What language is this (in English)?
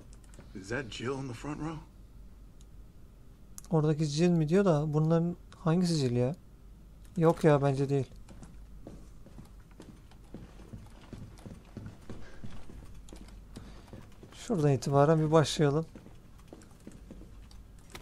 Turkish